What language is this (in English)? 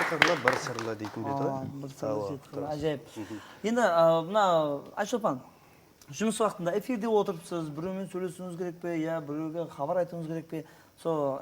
Kara-Kalpak